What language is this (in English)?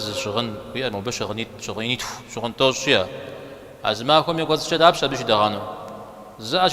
Kabardian